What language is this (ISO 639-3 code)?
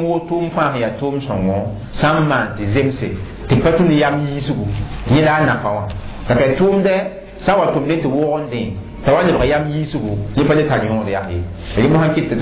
mos